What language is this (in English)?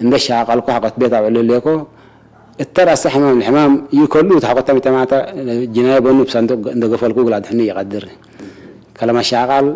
Tigre